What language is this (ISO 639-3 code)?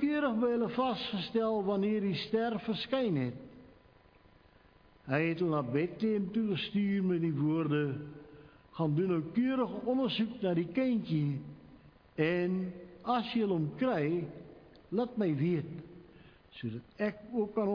afr